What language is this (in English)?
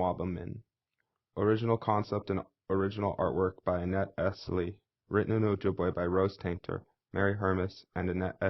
Chippewa